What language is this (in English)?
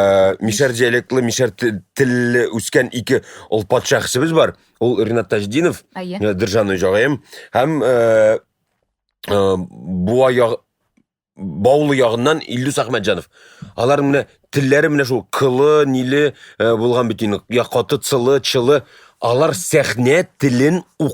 Tatar